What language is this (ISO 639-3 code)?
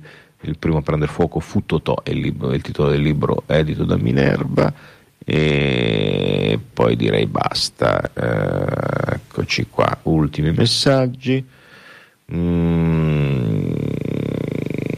ita